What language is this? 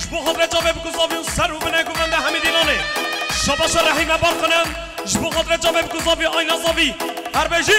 Kurdish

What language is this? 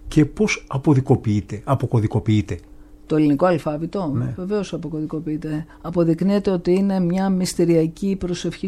Greek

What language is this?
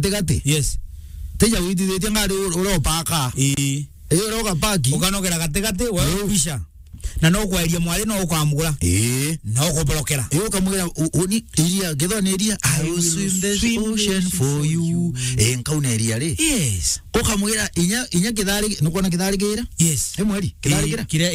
Meru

